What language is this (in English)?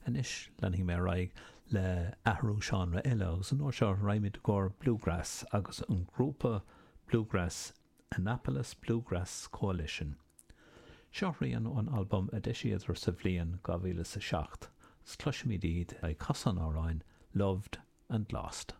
Irish